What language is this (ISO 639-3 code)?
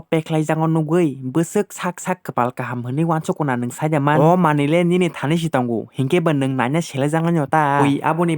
trp